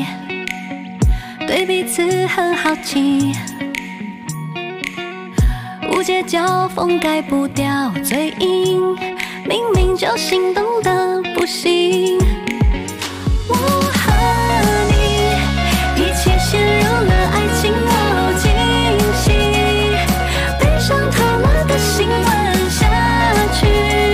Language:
Chinese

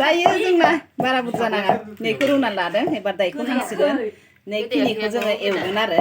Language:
Bodo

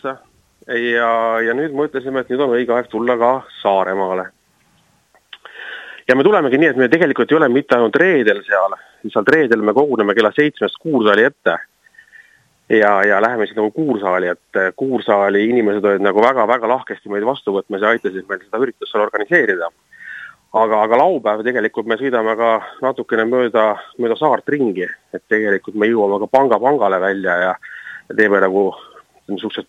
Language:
Estonian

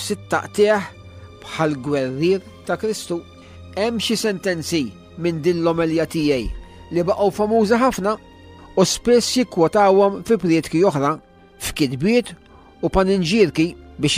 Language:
Maltese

